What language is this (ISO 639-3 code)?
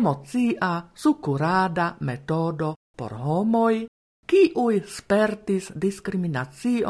epo